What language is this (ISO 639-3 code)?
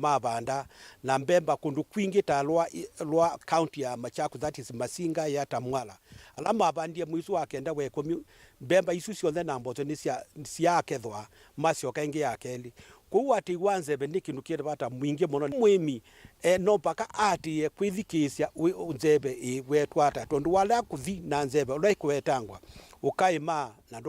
kam